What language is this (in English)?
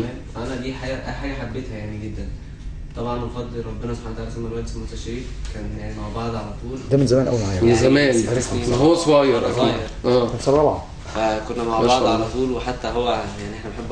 Egyptian Arabic